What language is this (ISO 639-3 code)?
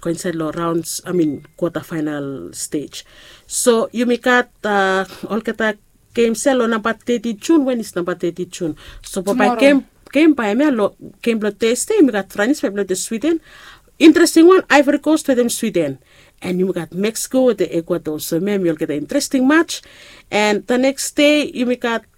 bis